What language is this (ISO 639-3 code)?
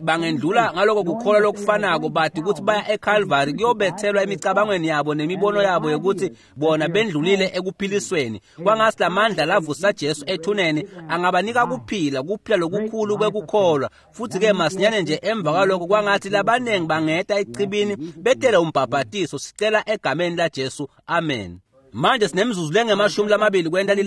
ssw